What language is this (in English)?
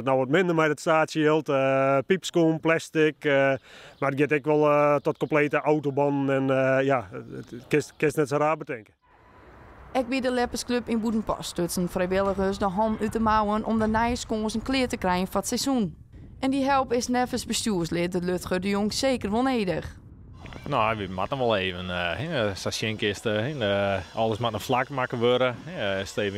Western Frisian